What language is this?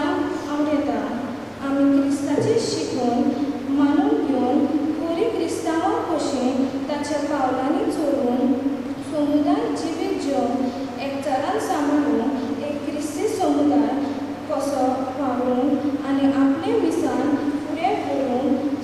Konkani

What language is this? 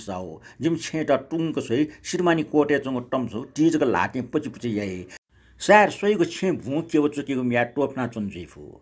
Newari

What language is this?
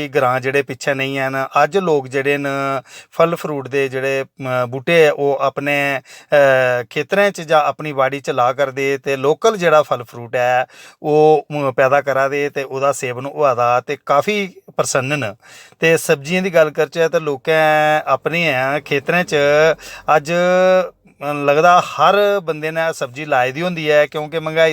Dogri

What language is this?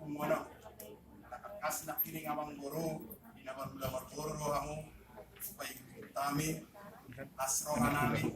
Batak Toba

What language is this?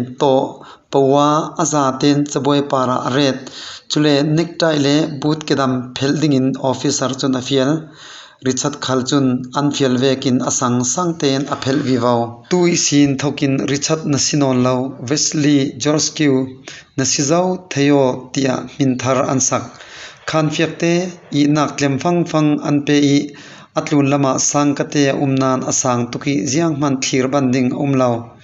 Falam Chin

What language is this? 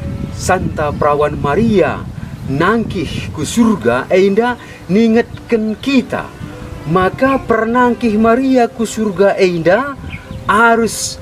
Batak Karo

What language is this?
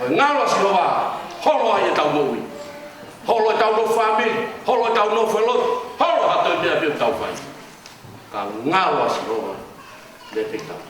Tongan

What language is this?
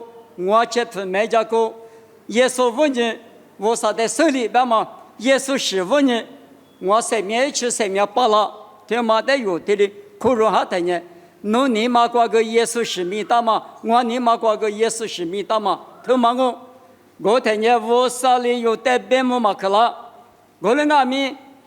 Lisu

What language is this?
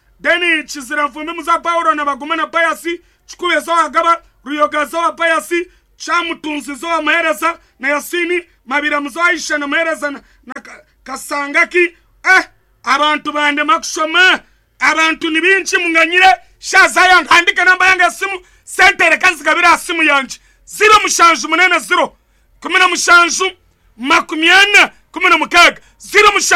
Nyankole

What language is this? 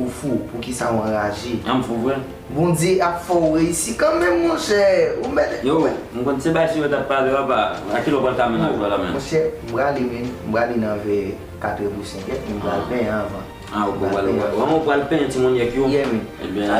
Haitian Creole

